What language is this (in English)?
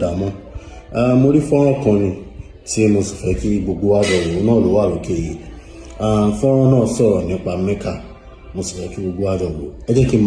Yoruba